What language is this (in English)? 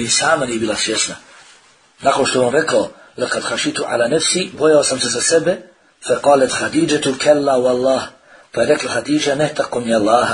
Bosnian